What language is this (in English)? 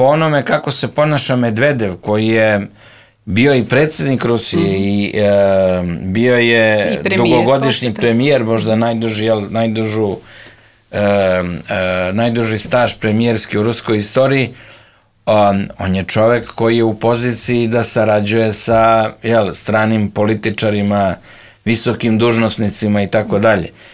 Serbian